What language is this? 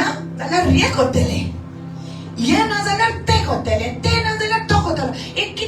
Konkani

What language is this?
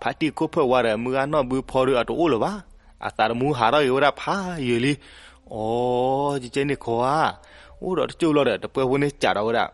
S'gaw Karen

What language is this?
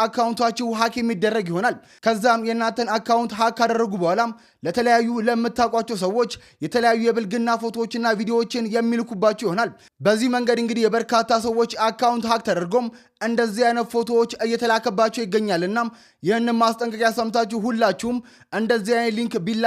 Amharic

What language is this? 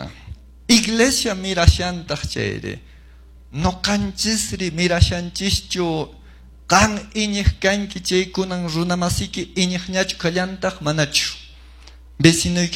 Quechua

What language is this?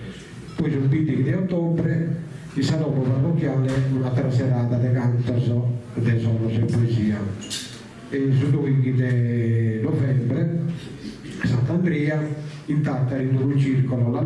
Sardinian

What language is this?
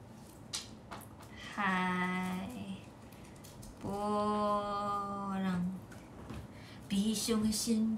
Chinese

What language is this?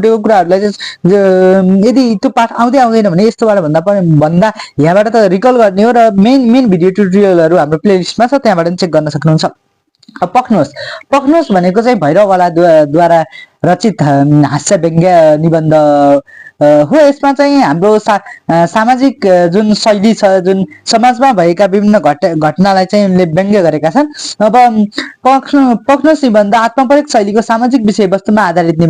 Nepali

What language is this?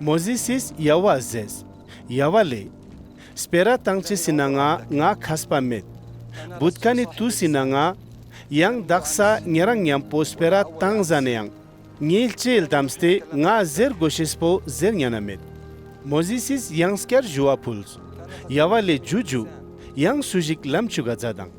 Ladakhi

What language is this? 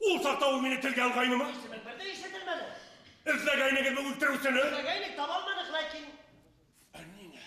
Bashkir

